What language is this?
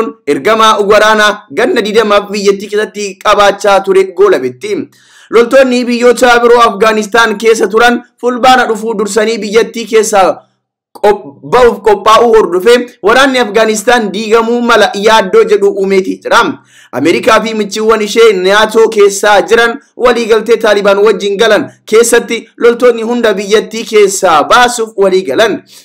Oromo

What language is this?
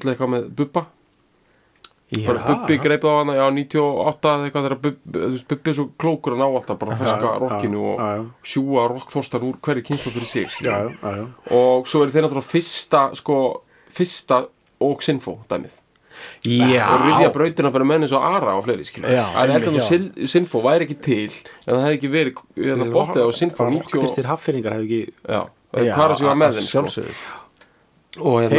Icelandic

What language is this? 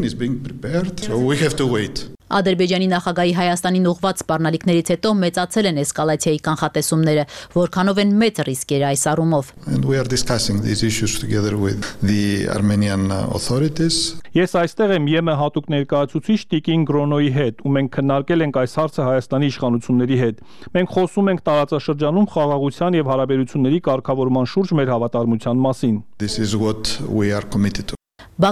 Armenian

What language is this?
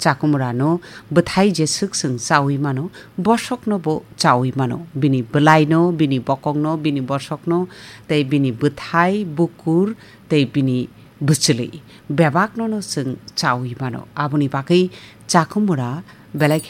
Kok Borok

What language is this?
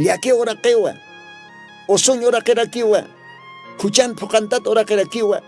Aymara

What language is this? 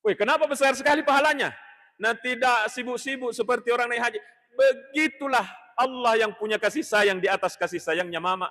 Buginese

